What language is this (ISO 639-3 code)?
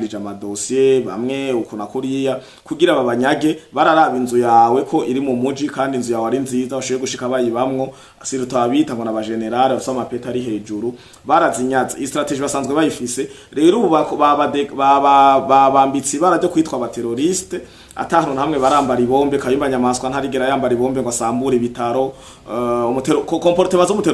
run